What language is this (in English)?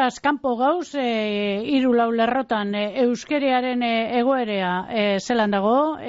Basque